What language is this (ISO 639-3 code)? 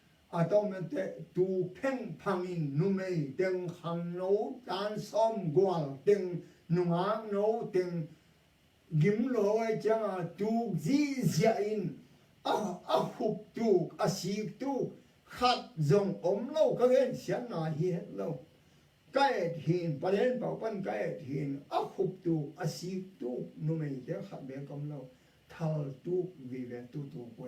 ctd